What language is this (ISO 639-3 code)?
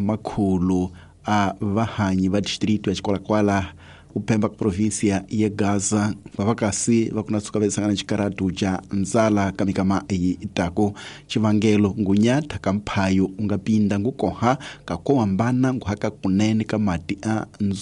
tso